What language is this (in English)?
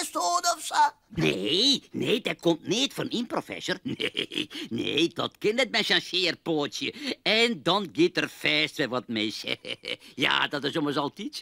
Western Frisian